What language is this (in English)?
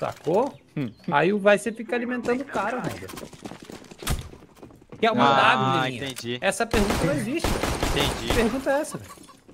Portuguese